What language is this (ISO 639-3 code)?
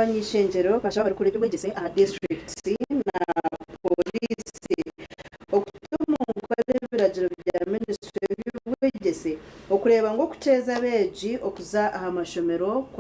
nyn